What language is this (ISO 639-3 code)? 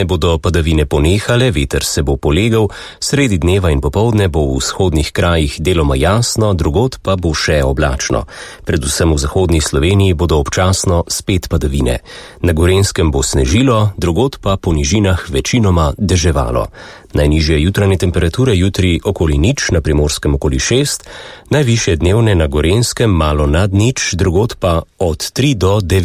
slv